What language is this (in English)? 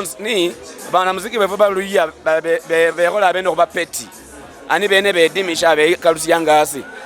Luyia